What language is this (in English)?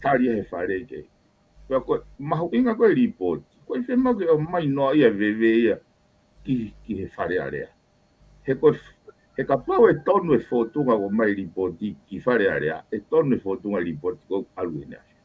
Tongan